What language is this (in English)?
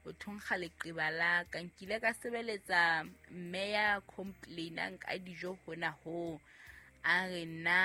Southern Sotho